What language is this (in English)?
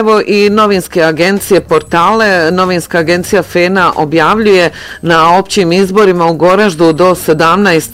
Bosnian